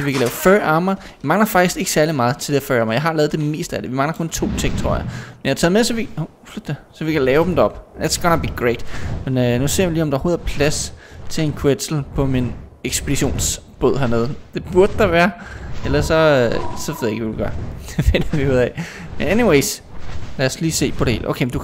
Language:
Danish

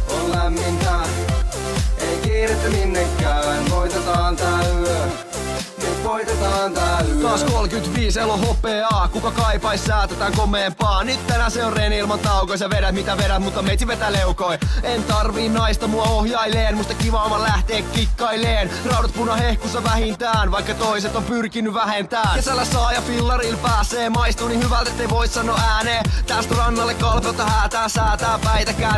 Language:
Finnish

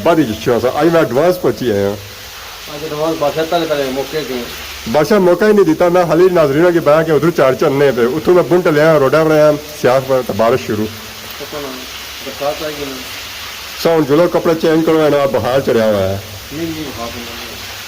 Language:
Pahari-Potwari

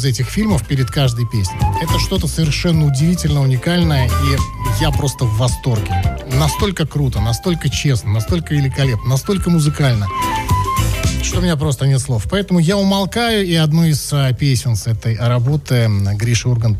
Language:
Russian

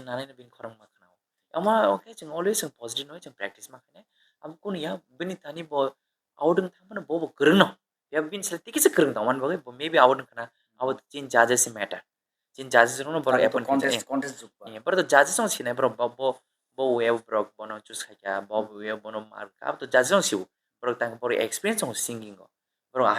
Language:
Kok Borok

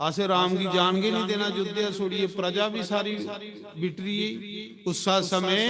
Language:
Dogri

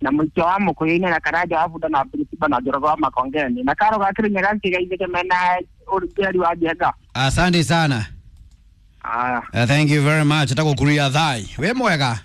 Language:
Kikuyu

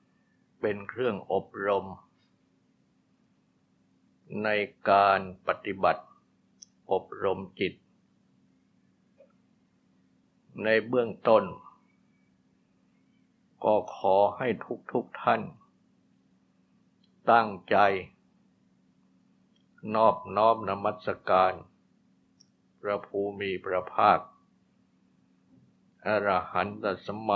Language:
Thai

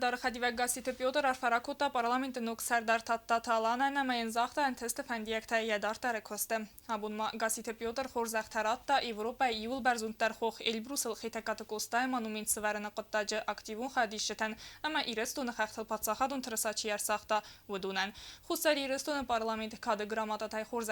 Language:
Ossetic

